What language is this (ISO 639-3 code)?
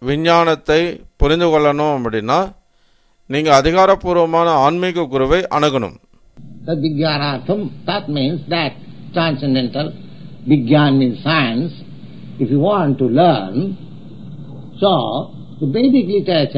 tam